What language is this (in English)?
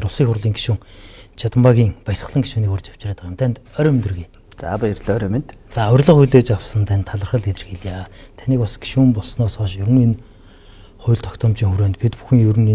Mongolian